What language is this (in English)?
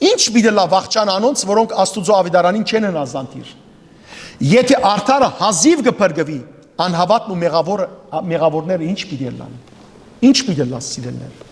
Western Armenian